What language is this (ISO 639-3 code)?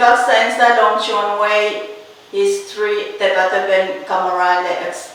pon